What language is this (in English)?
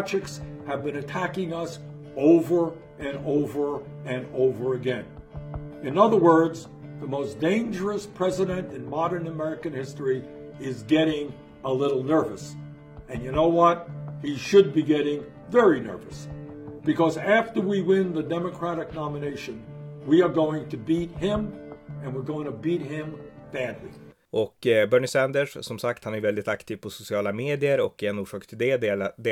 Swedish